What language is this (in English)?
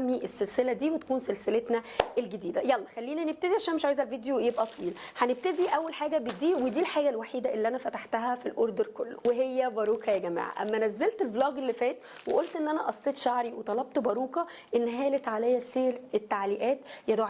Egyptian Arabic